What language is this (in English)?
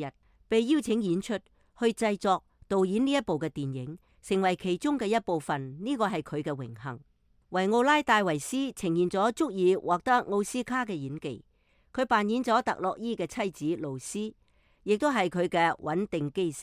Cantonese